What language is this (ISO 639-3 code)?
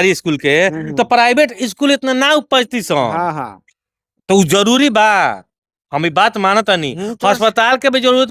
bho